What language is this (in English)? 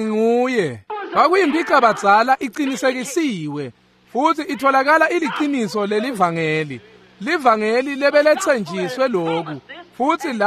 Swati